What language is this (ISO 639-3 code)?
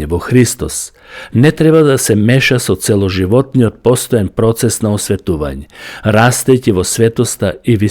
mkd